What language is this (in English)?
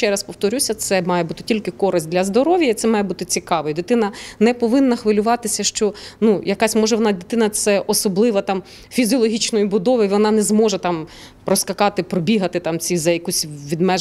Ukrainian